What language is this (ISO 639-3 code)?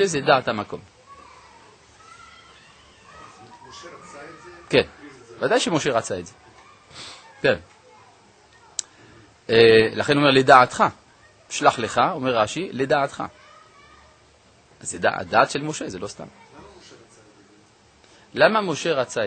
heb